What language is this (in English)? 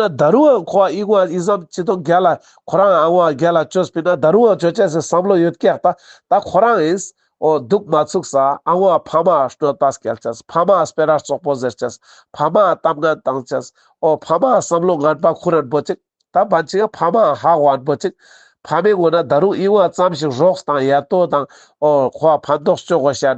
Ladakhi